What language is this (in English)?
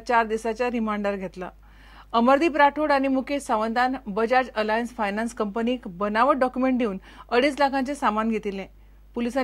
Konkani